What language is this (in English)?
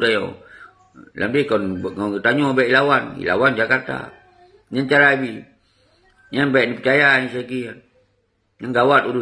Achinese